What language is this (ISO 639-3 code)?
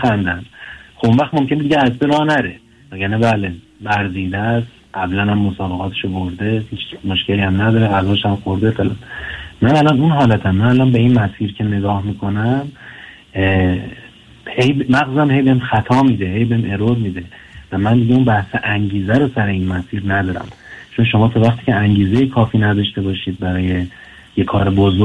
fas